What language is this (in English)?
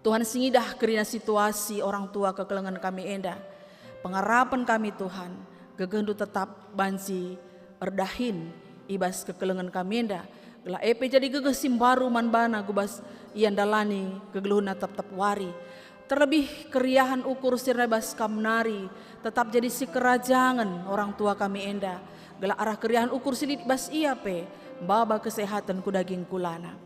Batak Karo